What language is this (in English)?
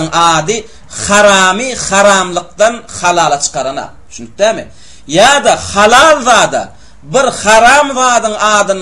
Turkmen